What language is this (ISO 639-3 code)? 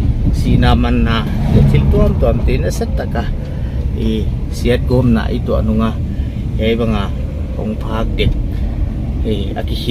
pck